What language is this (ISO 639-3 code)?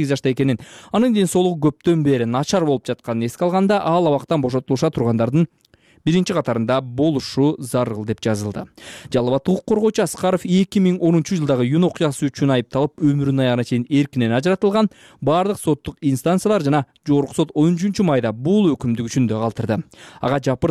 kir